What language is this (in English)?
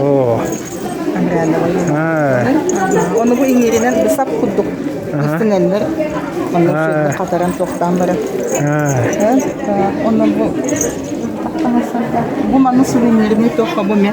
Yakut